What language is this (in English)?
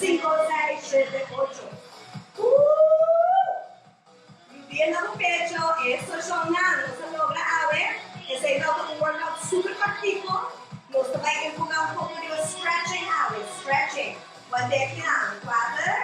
Papiamento